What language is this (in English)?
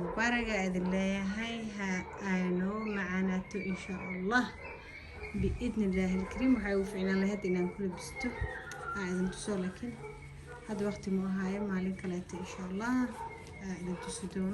Somali